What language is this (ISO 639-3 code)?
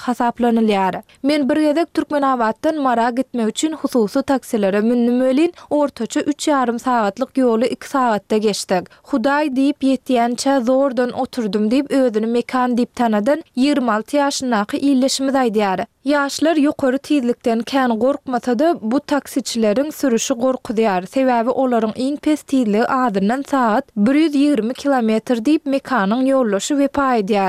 tuk